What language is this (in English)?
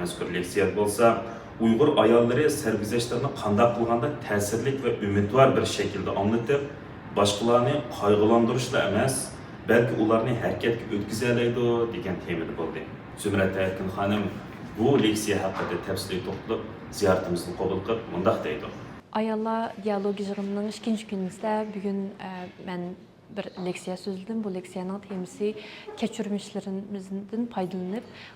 Uyghur